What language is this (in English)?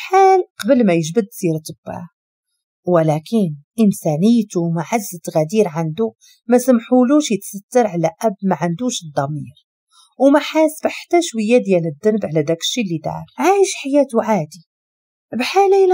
Moroccan Arabic